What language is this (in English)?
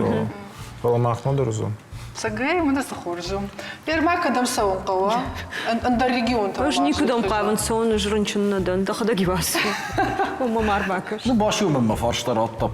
Ossetic